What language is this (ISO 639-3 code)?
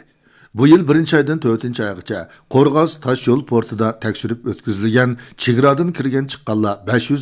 uig